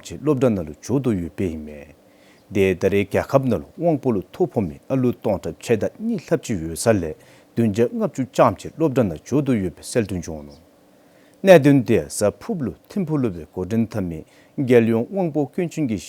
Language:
Dzongkha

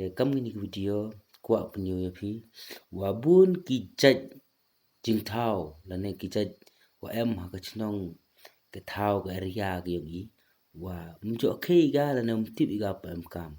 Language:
Pnar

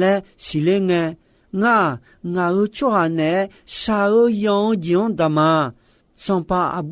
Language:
Akha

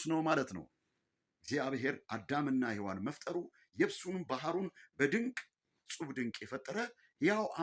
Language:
Amharic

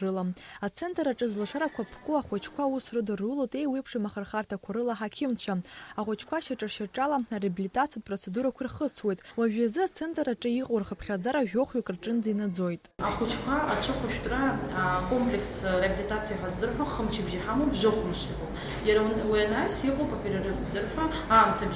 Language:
Abkhazian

